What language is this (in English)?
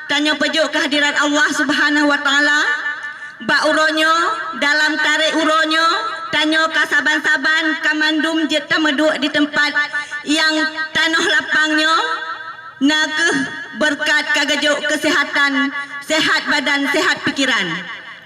Achinese